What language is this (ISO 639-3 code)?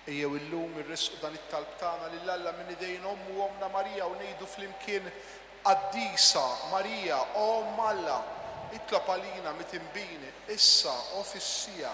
mlt